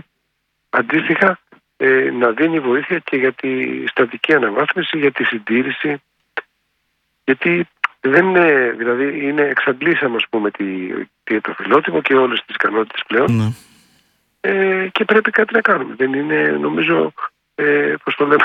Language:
Greek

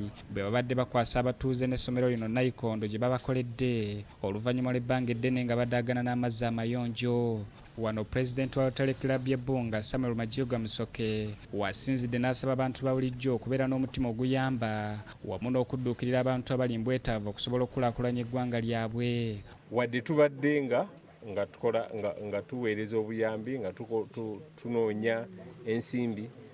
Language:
Ganda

